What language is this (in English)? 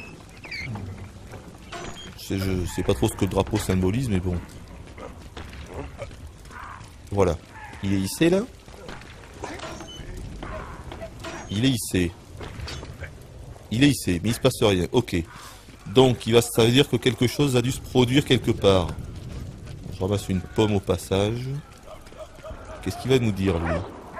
French